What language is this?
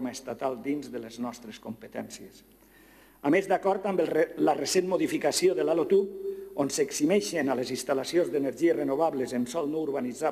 Catalan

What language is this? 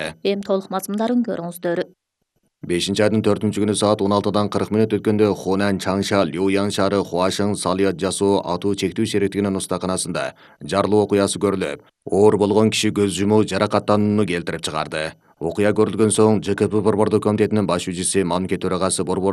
Kyrgyz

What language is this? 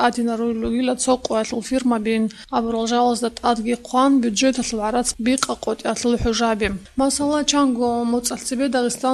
Avaric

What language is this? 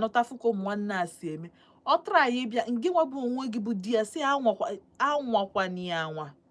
Igbo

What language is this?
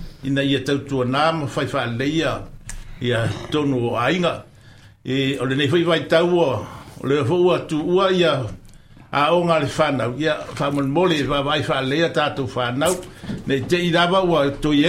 Samoan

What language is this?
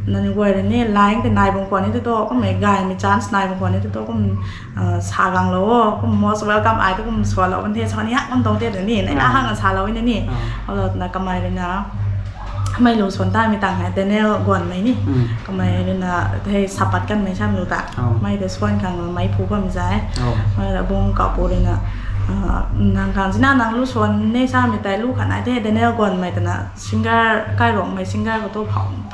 Rongmei Naga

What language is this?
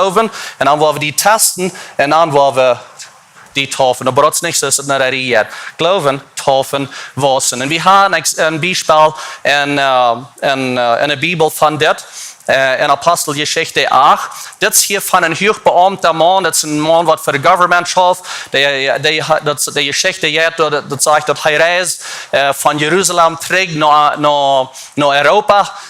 Plautdietsch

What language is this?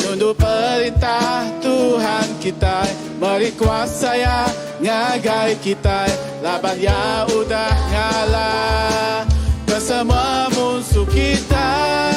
Iban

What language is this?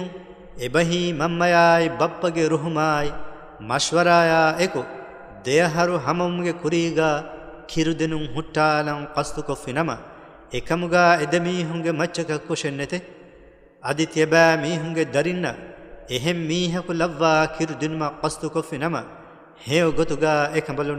Divehi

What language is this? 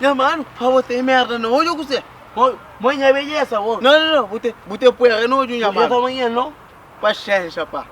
Kabuverdianu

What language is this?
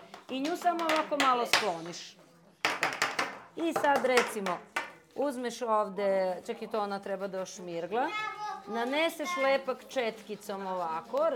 Serbian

